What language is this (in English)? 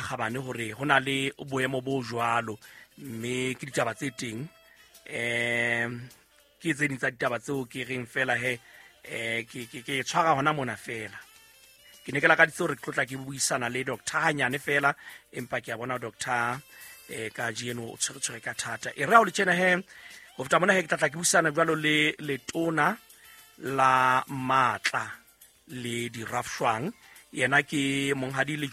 Southern Sotho